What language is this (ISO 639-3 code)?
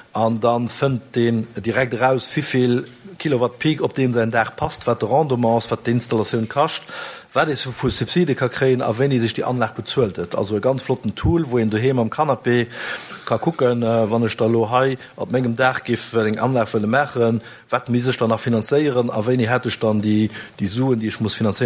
ltz